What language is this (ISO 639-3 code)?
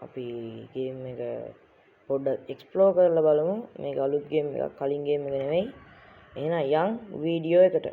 sin